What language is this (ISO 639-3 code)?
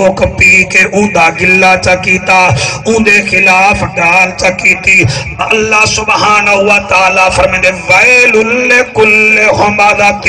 skr